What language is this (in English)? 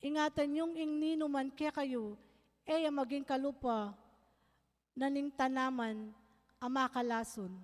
Pampanga